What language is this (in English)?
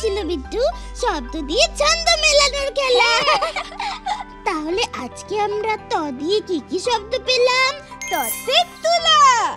Bangla